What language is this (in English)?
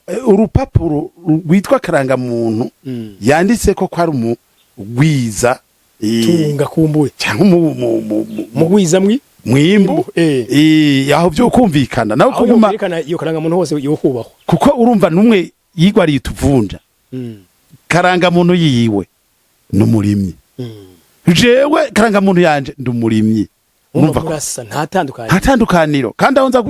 Rundi